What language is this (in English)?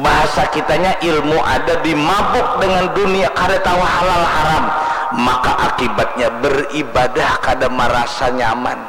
Banjar